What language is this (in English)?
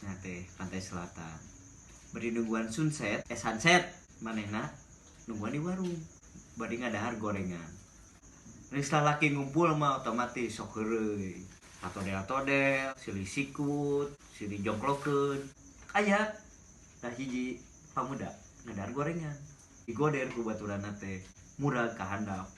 Sundanese